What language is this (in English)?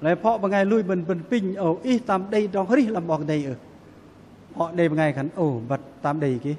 Bahnar